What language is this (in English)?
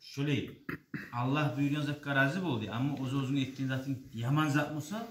Kumyk